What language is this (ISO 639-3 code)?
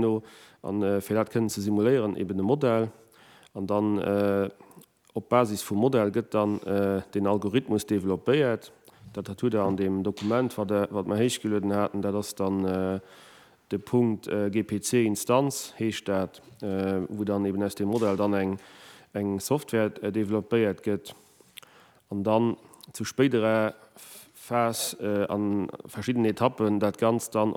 ltz